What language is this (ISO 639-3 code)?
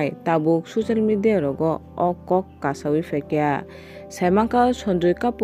trp